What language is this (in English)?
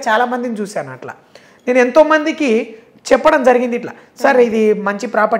Telugu